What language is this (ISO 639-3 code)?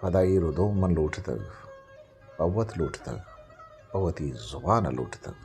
bgp